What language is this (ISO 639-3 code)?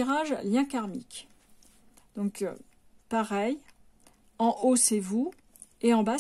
fra